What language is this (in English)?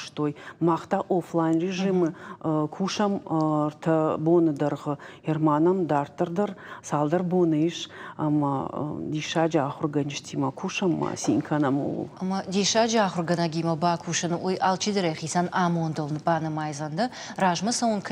Ossetic